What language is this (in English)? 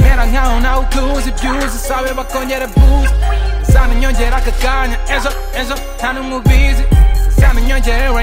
Kinyarwanda